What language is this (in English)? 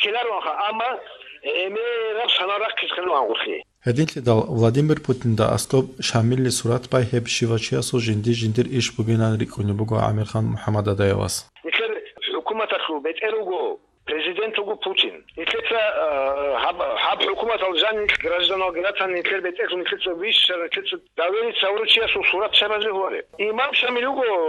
Avaric